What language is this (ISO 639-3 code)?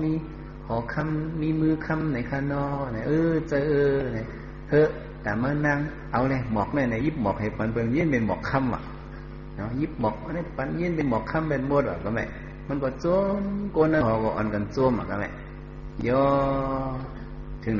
shn